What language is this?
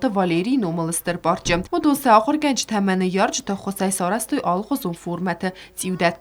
Ossetic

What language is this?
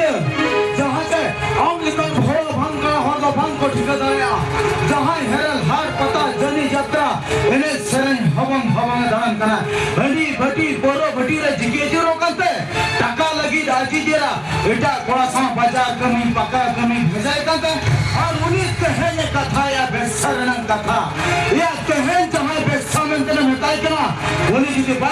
Santali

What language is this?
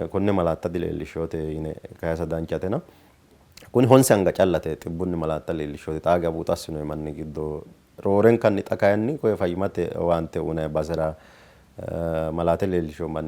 Sidamo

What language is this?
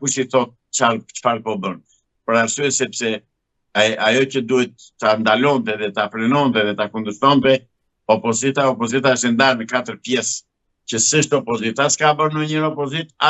Albanian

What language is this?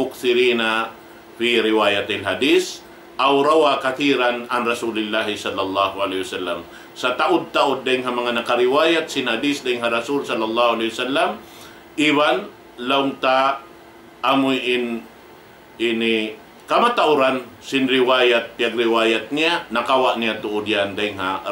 Tausug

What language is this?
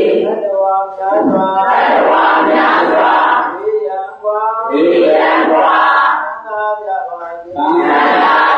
Burmese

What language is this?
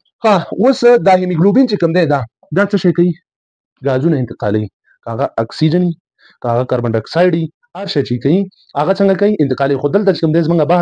Pashto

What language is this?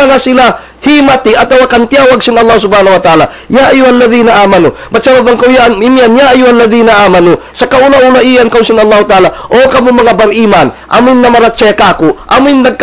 Tausug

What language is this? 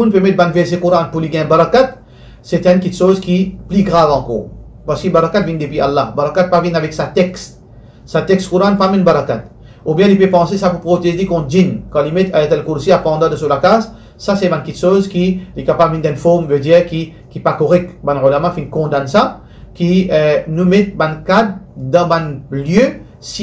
Morisyen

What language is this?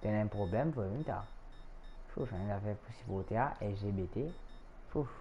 Morisyen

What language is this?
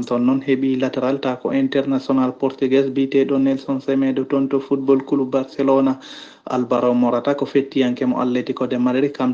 Fula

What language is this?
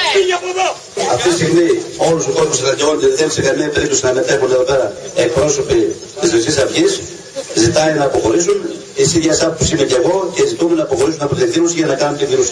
Greek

